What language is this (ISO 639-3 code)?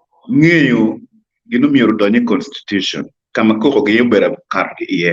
ach